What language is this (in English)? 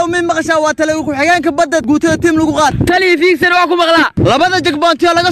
Somali